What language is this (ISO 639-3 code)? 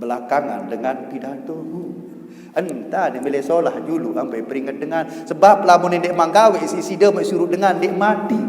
sas